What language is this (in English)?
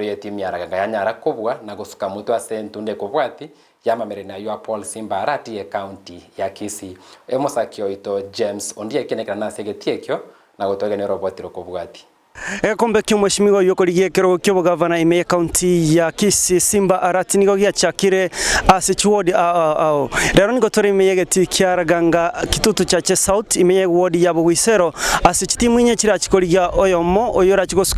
Gusii